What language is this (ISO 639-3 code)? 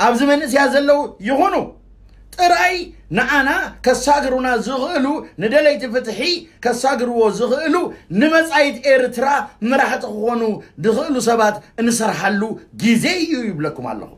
tir